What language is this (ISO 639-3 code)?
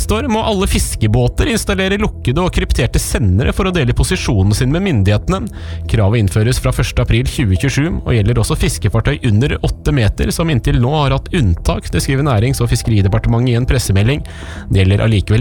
nor